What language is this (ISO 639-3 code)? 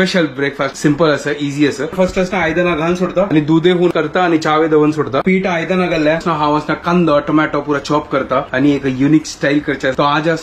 kok